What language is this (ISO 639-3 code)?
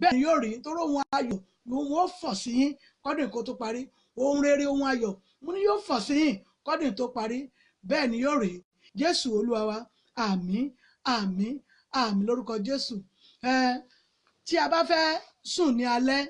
yor